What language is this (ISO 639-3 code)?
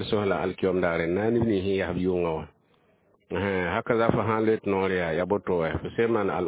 mos